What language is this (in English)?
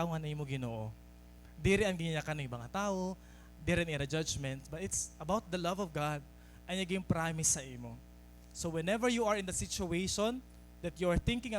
Waray